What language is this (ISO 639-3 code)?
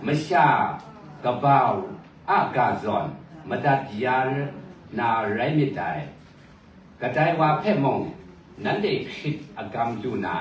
kac